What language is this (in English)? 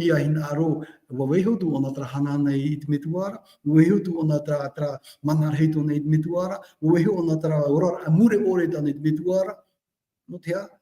Tahitian